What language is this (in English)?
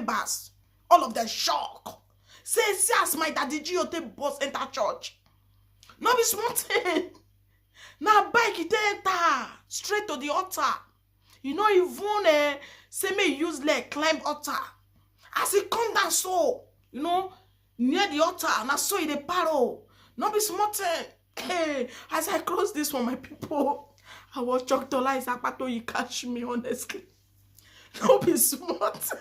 Nigerian Pidgin